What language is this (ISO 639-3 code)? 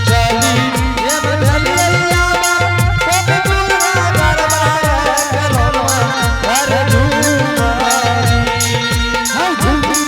anp